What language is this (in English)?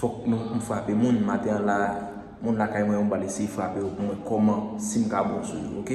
Haitian Creole